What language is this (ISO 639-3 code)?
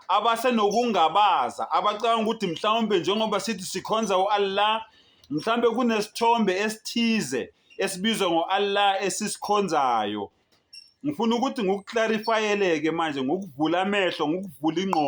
zul